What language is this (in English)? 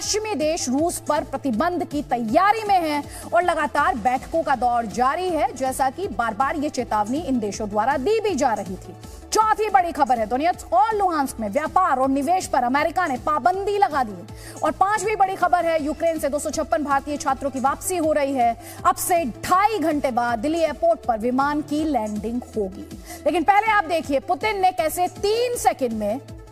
Hindi